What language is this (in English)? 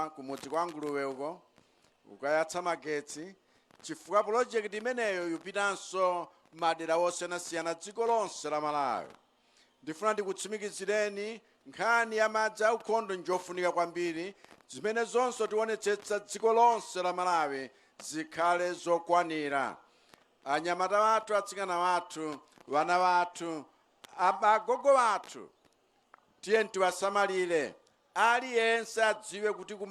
Nyanja